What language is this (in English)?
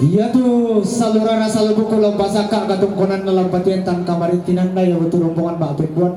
Toraja-Sa'dan